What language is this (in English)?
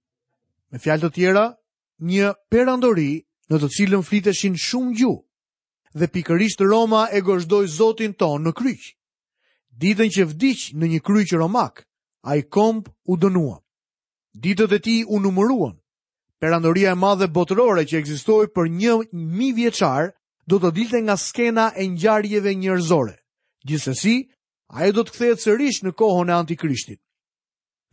Albanian